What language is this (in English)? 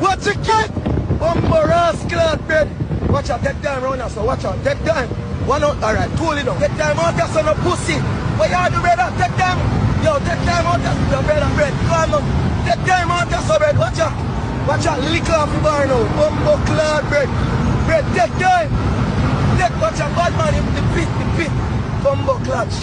Jamaican Creole English